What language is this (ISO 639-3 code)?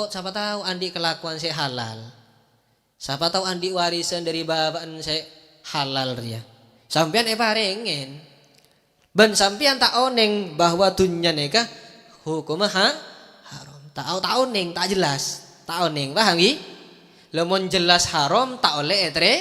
mad